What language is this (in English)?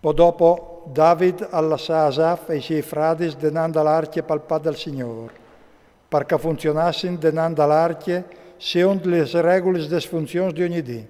Friulian